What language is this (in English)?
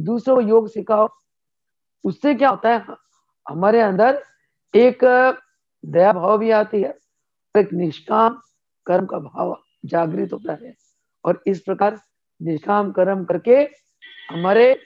Hindi